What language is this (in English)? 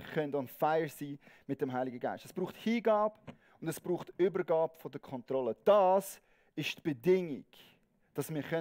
Swiss German